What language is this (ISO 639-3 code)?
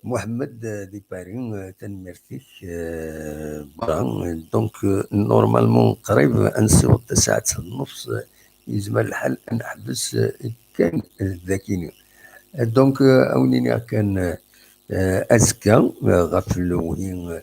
kab